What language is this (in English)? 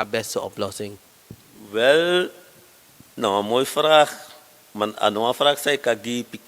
Sranan Tongo